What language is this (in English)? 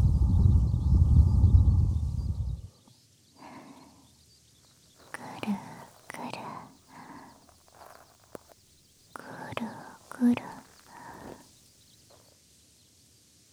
Japanese